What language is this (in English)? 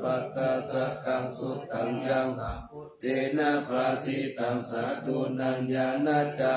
Pali